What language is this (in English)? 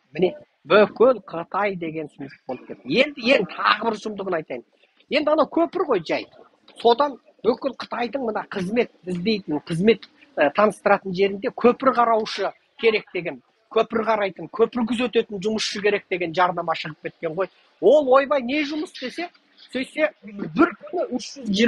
Kazakh